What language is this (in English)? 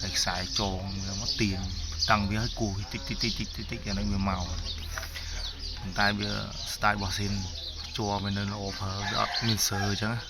Khmer